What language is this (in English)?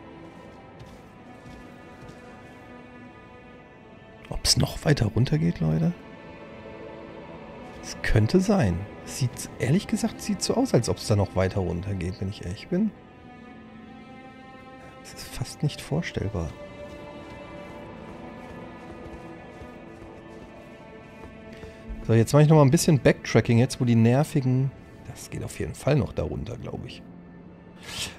German